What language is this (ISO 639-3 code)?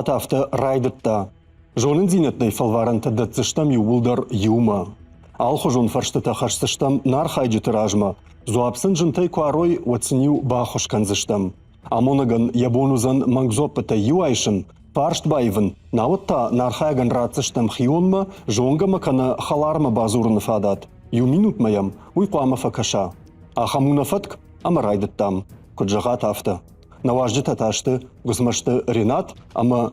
oss